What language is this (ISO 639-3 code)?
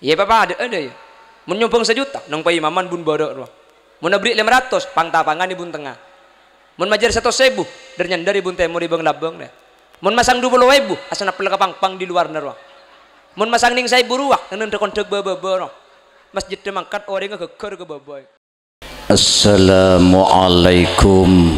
mad